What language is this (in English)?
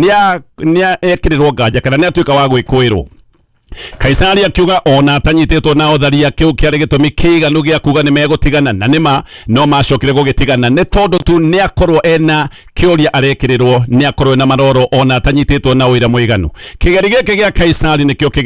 Kikuyu